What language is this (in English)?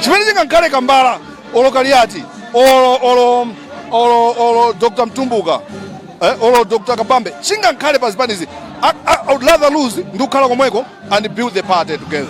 Nyanja